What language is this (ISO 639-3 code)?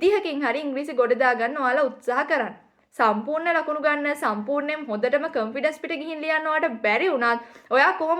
sin